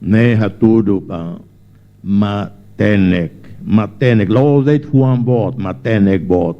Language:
Tetum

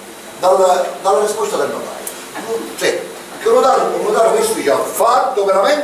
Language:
Sicilian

